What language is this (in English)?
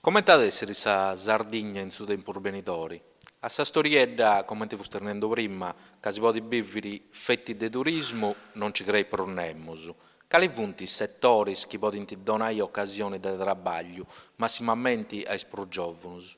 Sardinian